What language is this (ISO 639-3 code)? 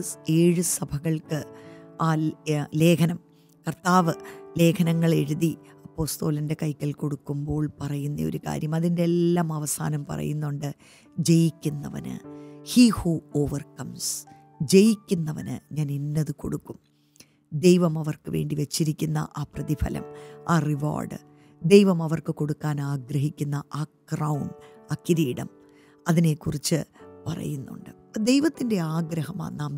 mal